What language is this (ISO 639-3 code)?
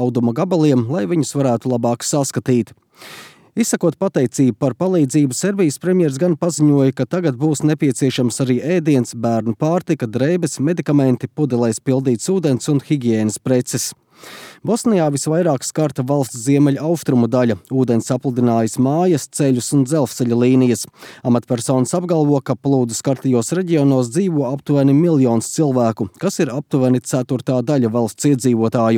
lav